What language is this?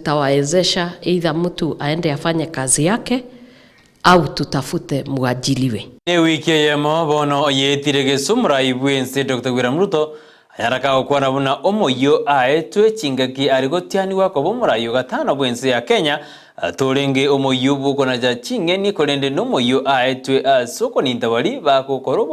Gusii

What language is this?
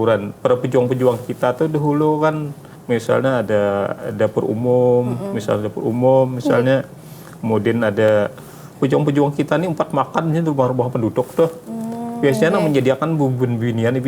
Banjar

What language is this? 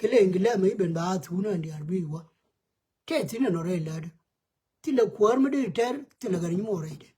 Nuer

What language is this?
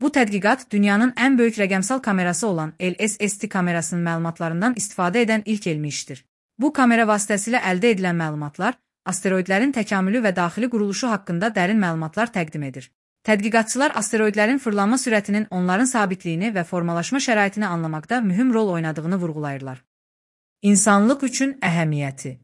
Azerbaijani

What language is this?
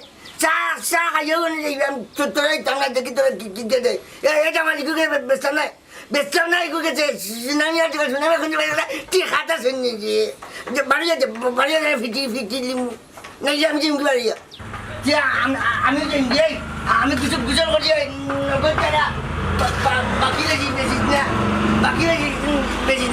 Sylheti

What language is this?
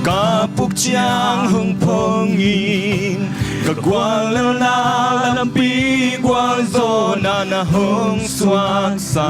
Tedim Chin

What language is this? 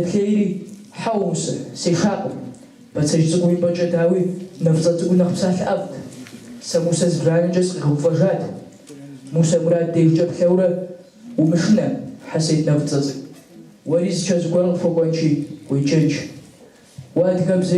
Kabardian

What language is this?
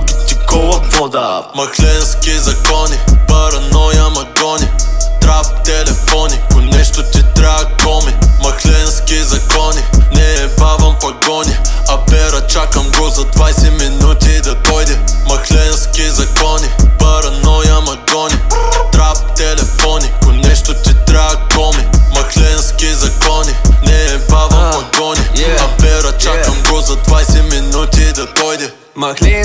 Bulgarian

